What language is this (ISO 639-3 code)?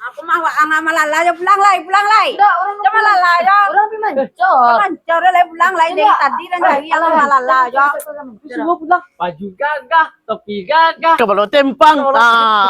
min